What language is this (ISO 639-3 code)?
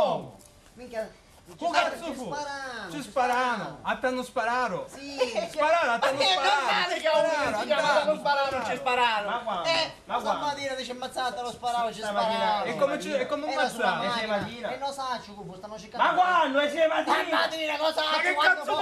scn